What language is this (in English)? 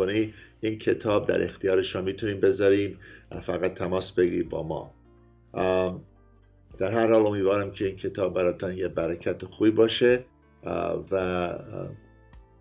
Persian